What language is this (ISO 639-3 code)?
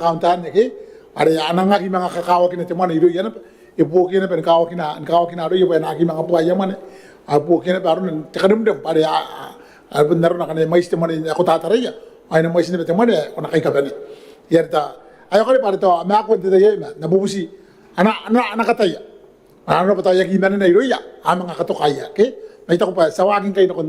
gil